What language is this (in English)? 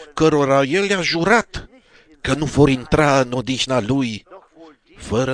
Romanian